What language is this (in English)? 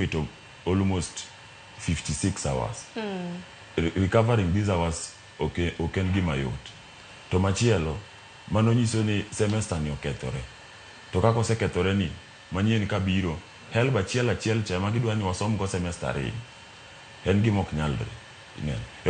Luo (Kenya and Tanzania)